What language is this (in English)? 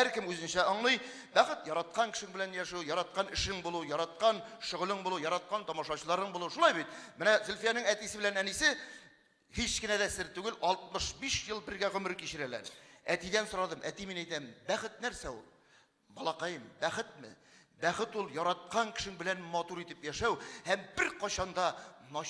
Tatar